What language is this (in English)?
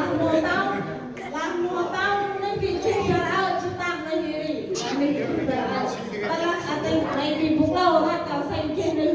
Central Mnong